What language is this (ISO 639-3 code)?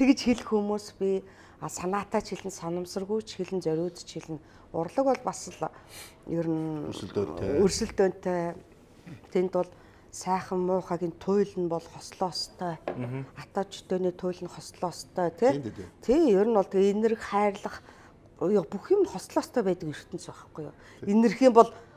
mon